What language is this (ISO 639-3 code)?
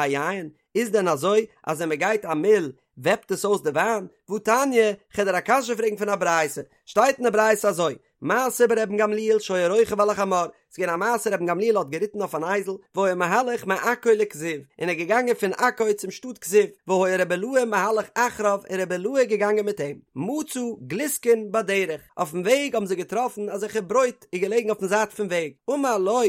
yid